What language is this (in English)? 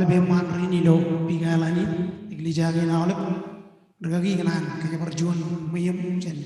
Marshallese